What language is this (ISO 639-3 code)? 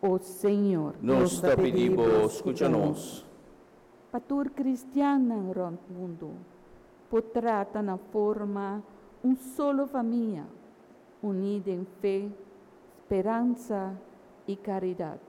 pap